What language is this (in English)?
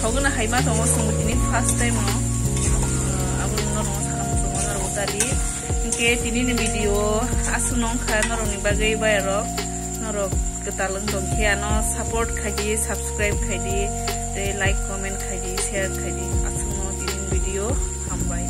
Kok Borok